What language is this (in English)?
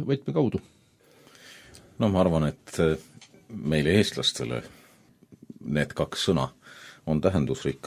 Estonian